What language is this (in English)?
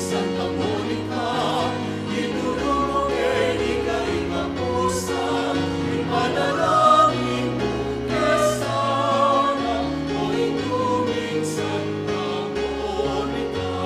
Pampanga